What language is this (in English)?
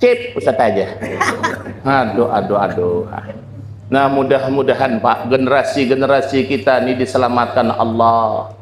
Banjar